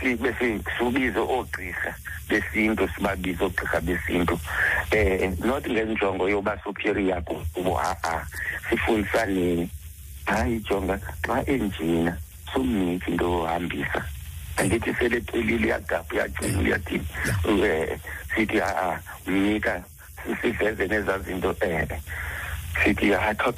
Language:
Xhosa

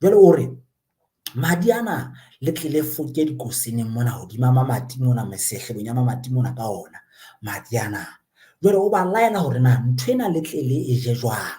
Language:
Southern Sotho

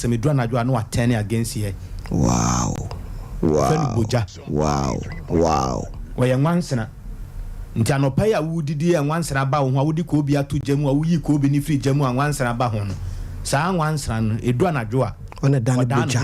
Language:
Akan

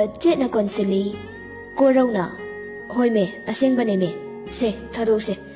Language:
Manipuri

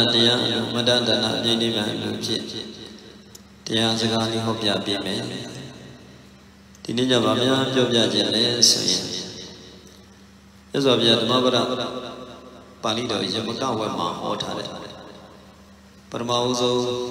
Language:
Burmese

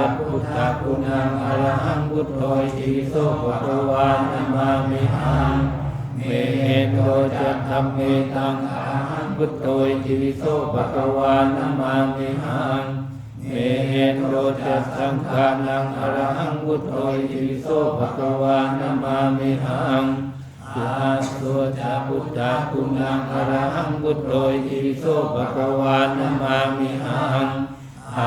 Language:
Pali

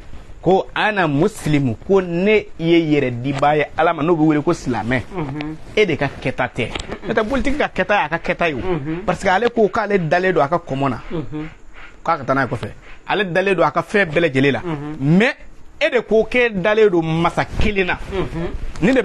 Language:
Bambara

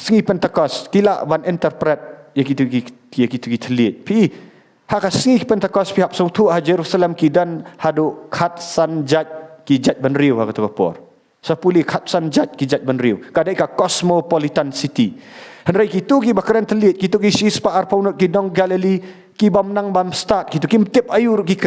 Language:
Khasi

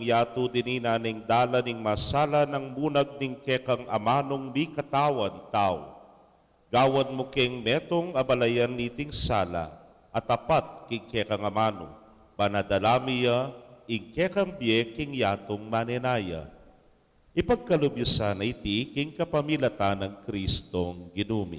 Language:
Pampanga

